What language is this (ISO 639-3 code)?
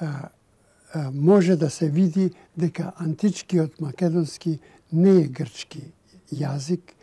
mkd